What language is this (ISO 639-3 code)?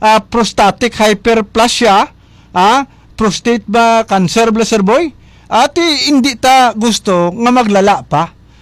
hil